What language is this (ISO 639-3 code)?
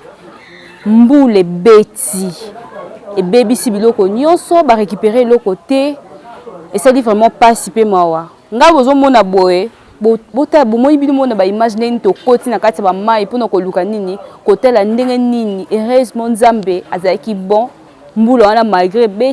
lin